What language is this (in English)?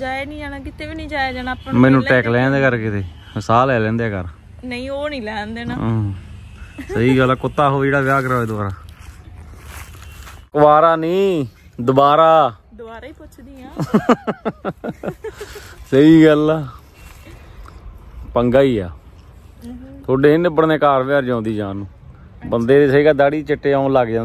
Punjabi